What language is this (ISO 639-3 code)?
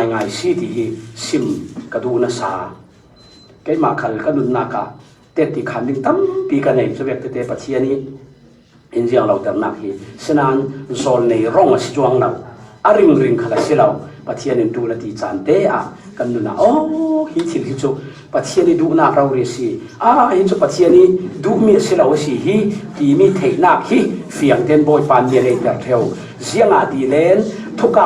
cfm